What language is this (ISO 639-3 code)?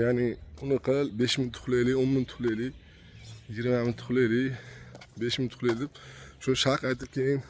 uzb